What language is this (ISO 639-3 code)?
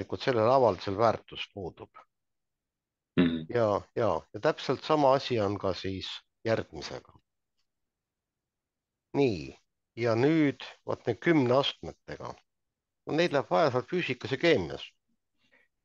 est